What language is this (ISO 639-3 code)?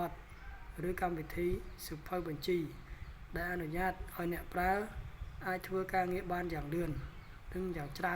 khm